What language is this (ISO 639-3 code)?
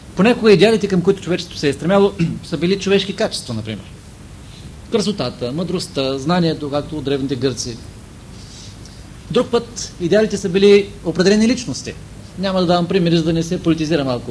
bul